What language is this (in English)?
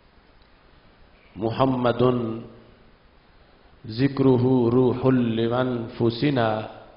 Urdu